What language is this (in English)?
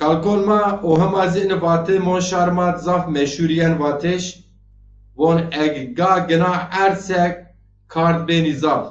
Zaza